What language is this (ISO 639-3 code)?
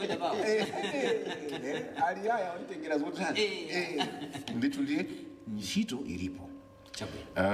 nya